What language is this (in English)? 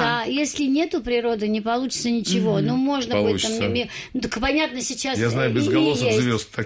Russian